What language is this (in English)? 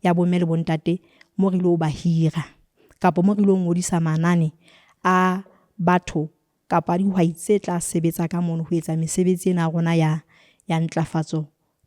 Southern Sotho